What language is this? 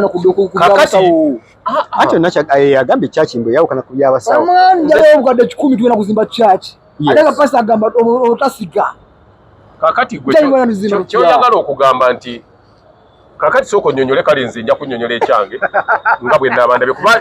Ganda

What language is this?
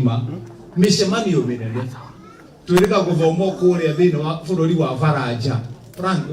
Kikuyu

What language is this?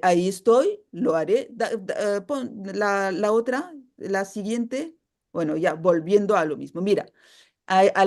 Ladino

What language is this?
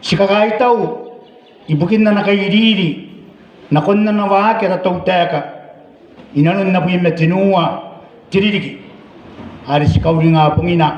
Gilbertese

